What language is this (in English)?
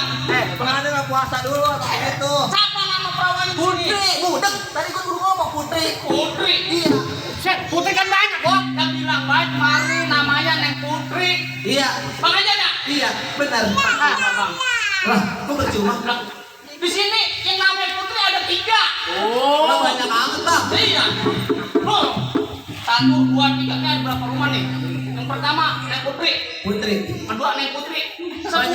Betawi